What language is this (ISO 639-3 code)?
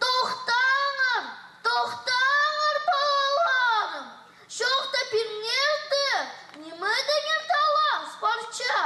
kjh